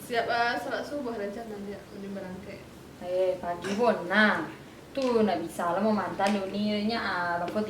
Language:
Minangkabau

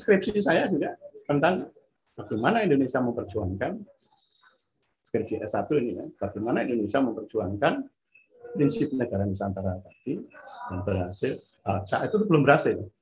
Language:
Indonesian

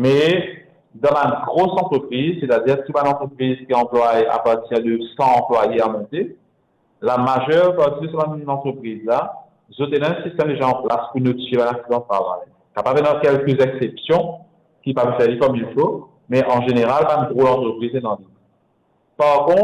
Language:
Morisyen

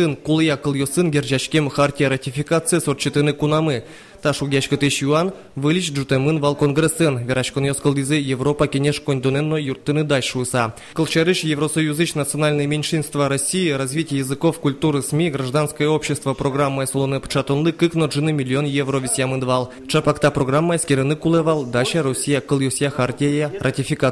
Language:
Udmurt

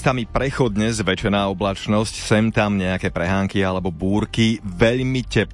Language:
Slovak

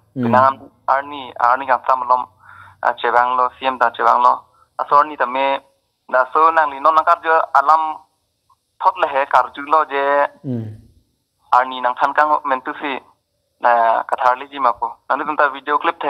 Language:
Karbi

